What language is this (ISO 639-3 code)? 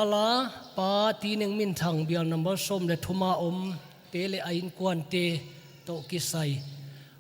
pck